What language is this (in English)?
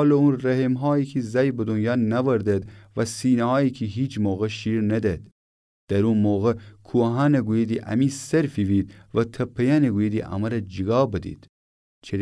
Gilaki